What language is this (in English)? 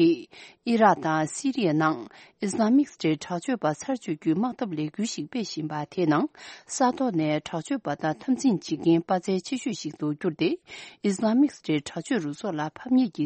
Tibetan